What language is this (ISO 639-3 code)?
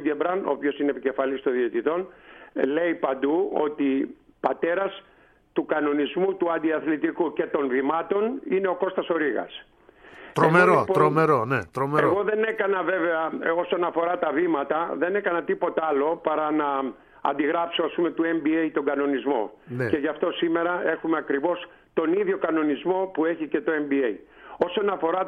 ell